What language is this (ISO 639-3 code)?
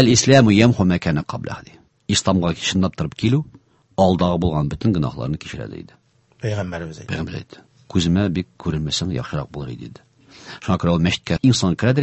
tat